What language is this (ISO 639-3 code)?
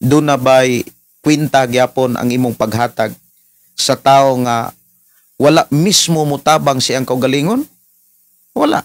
ceb